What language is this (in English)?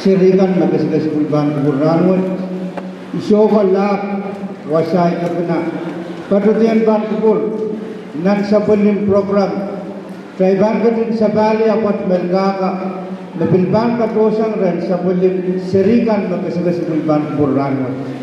Pohnpeian